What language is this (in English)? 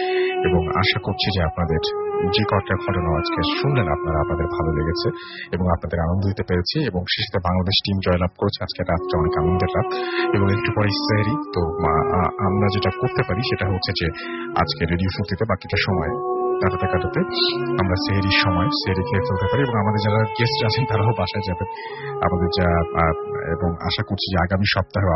Bangla